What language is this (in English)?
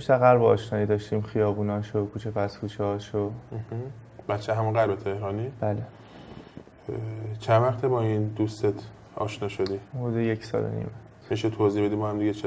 Persian